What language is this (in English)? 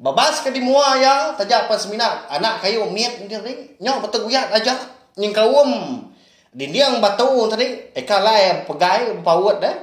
Iban